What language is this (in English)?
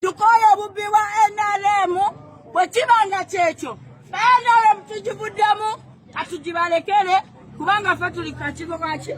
Ganda